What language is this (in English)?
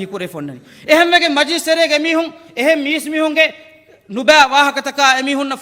Divehi